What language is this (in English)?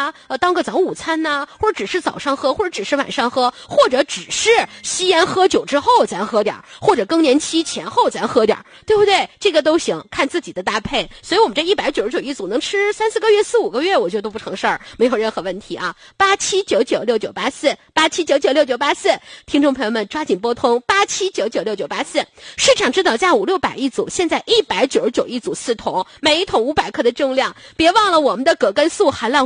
Chinese